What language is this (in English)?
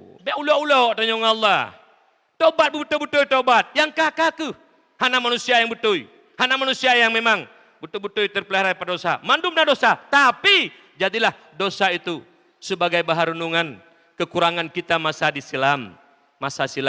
Achinese